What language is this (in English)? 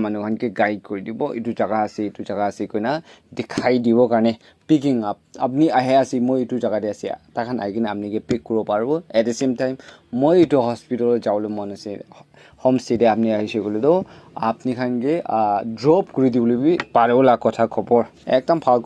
Naga Pidgin